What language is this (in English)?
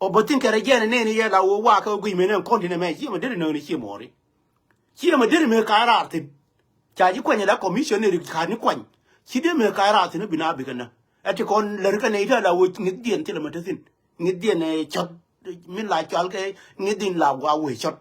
Nuer